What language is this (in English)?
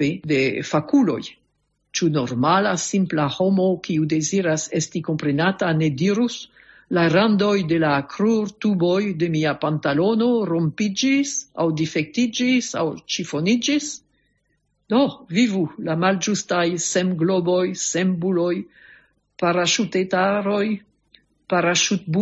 Esperanto